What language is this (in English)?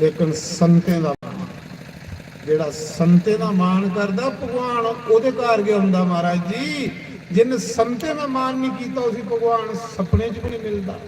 Dogri